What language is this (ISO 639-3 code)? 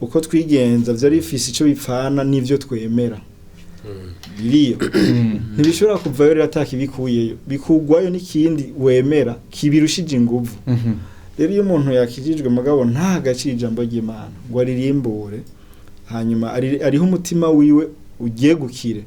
run